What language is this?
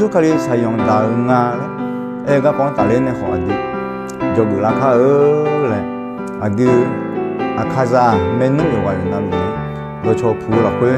Akha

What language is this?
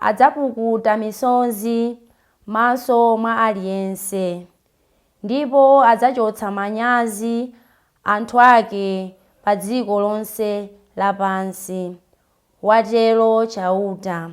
Nyanja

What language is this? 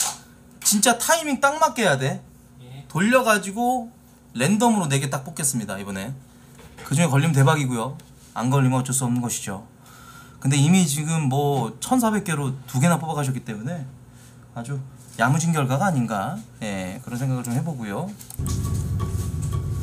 Korean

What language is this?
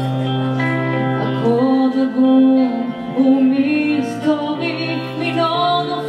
Hebrew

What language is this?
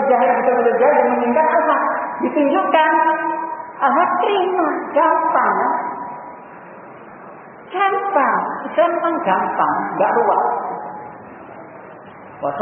Indonesian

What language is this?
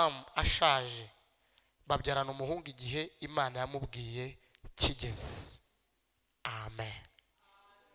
Kinyarwanda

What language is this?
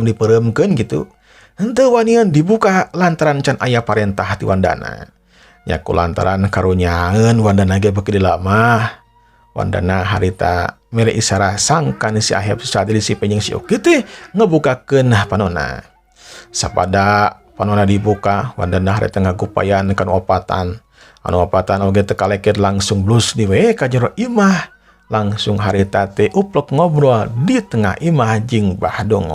Sundanese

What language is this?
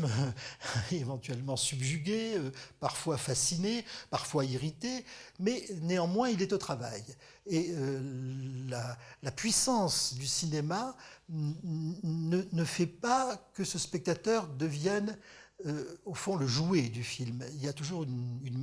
French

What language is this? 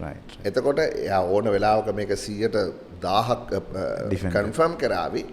Sinhala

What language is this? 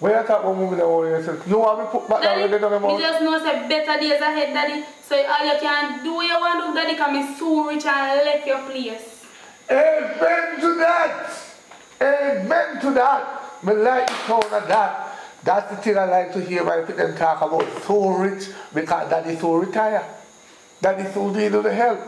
Jamaican Creole English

